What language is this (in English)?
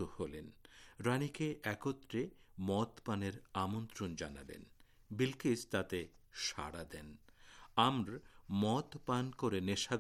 Bangla